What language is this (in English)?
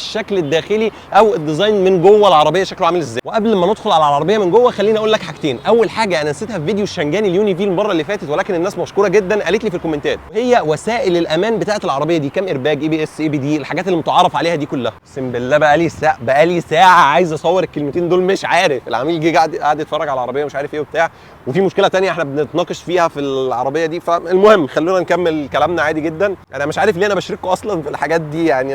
Egyptian Arabic